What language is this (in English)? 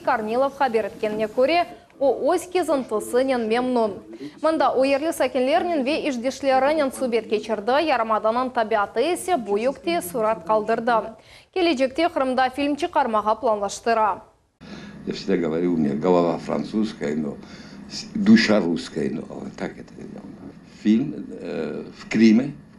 Crimean Tatar